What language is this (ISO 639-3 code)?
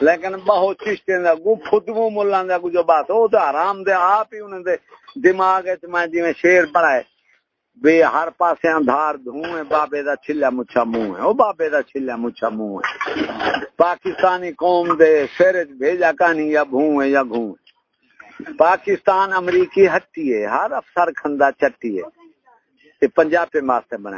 skr